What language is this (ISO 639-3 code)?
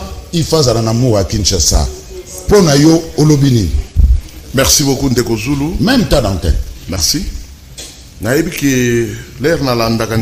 lin